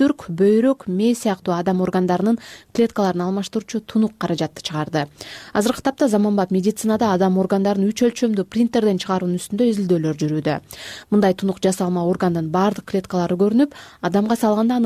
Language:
Kyrgyz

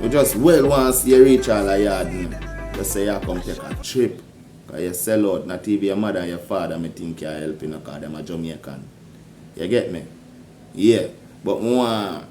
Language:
Jamaican Creole English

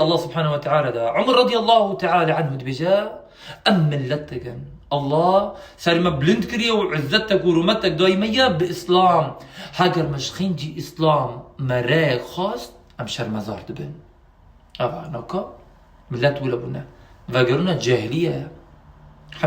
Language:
Kurdish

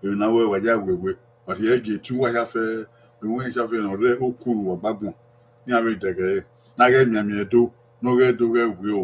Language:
Bini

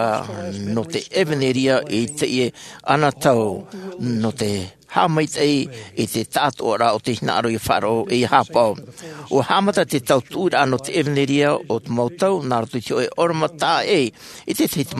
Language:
Tahitian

